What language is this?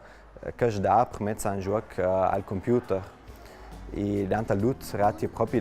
Ladin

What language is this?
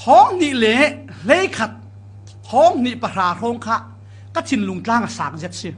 Falam Chin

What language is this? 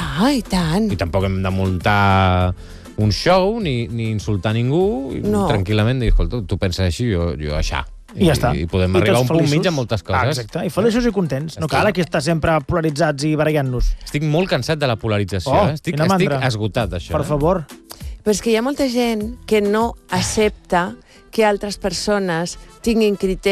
Catalan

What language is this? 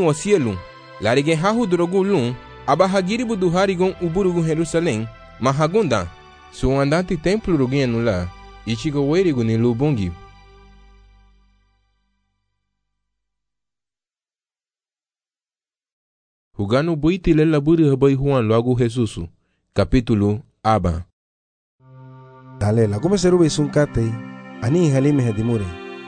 Garifuna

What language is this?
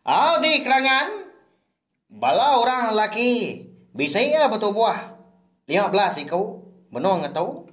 Iban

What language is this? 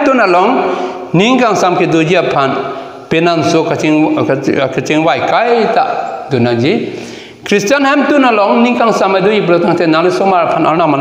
Karbi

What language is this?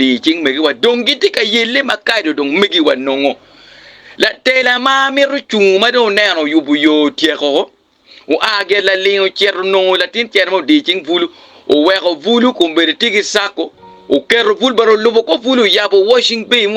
Acoli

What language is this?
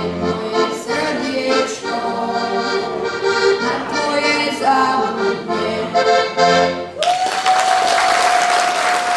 Slovak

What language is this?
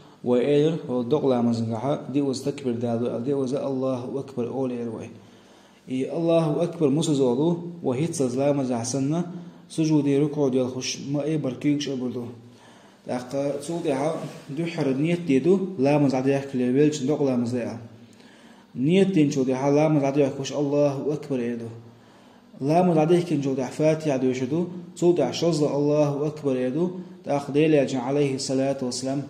Chechen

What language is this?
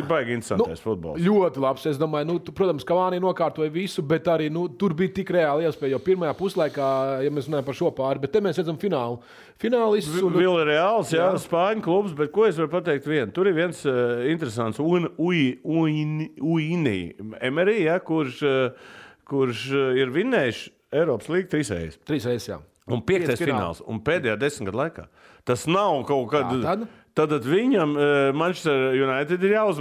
Latvian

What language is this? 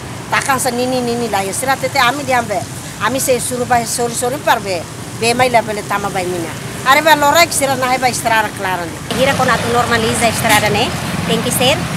Tetum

